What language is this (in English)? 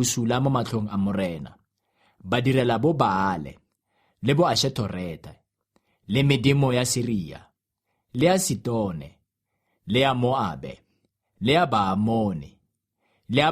Tswana